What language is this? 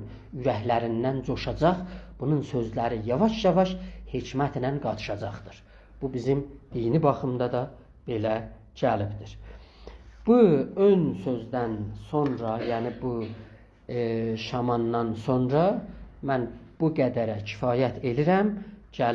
South Azerbaijani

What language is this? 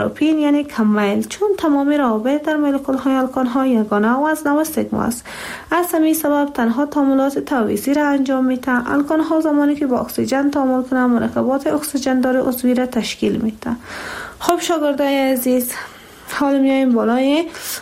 Persian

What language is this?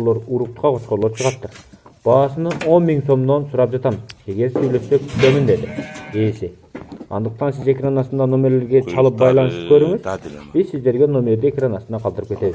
Kyrgyz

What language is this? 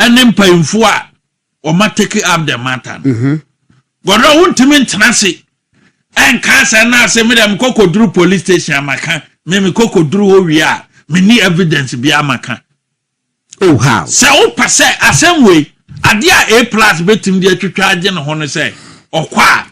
Akan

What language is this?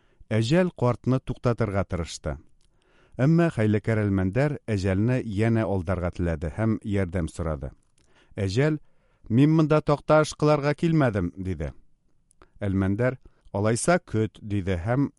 Tatar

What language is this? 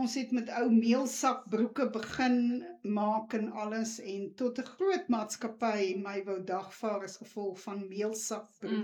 Afrikaans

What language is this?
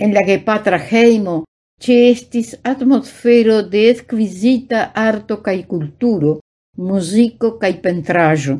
Esperanto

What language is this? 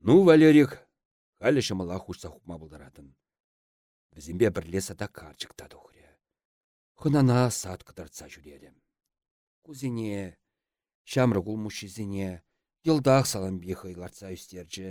Chuvash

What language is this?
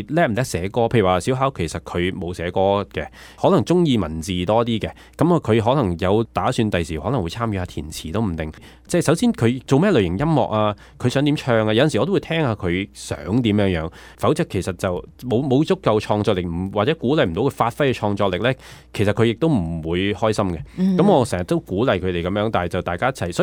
Cantonese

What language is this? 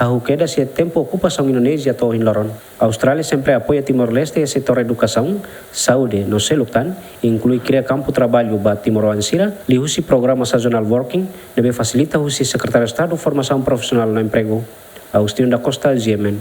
Tetum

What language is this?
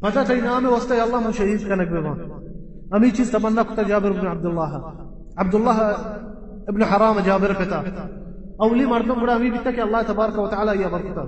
Baluchi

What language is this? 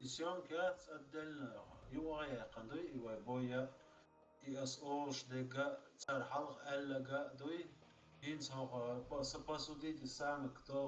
Chechen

